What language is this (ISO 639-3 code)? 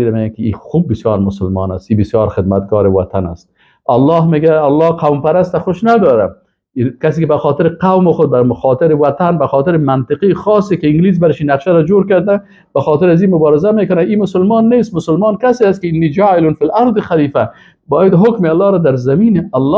fas